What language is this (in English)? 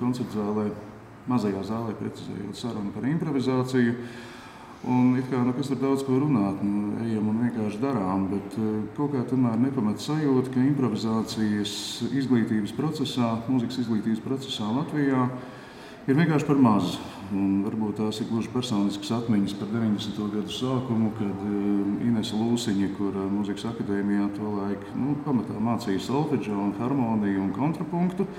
Latvian